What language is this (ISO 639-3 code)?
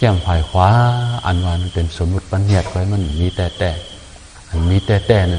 shn